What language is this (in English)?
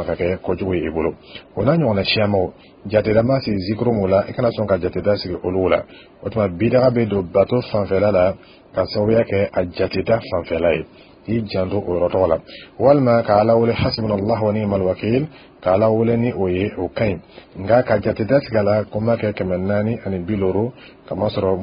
Dyula